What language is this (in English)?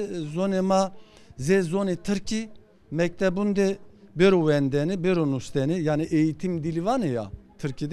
Zaza